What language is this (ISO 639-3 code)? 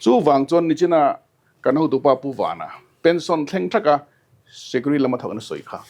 lus